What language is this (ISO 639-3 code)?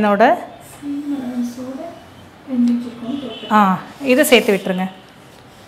tam